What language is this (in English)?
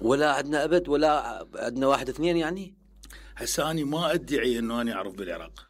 Mesopotamian Arabic